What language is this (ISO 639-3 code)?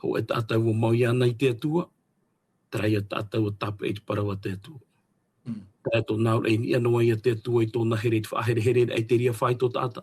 tah